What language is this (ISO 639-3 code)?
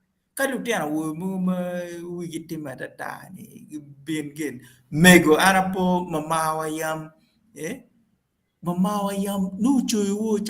ach